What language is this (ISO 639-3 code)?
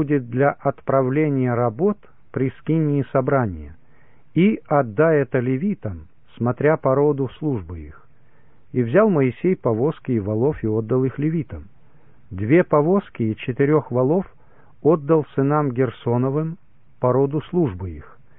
rus